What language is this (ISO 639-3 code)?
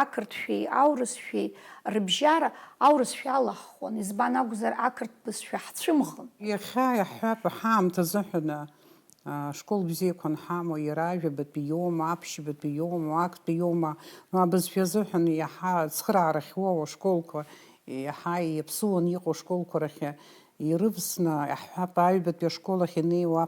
abk